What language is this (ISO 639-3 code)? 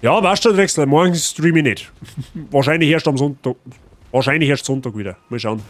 bar